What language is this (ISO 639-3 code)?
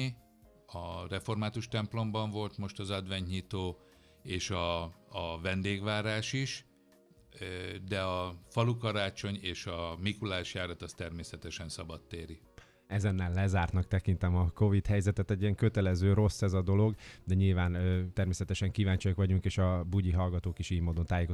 hun